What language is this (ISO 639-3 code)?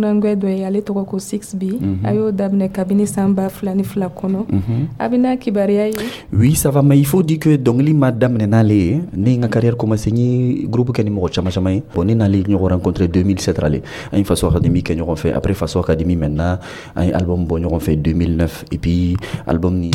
dyu